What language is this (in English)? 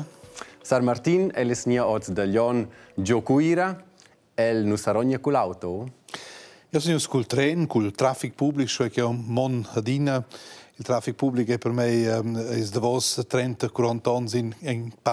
Romansh